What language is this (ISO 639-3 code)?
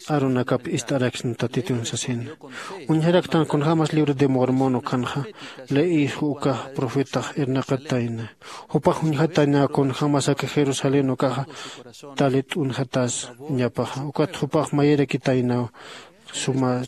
aym